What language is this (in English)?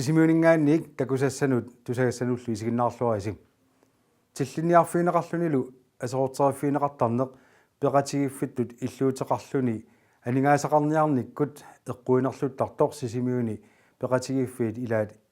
Kalaallisut